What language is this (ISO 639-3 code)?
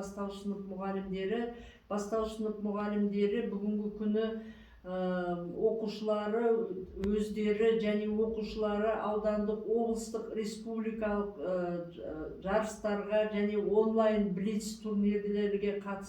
kaz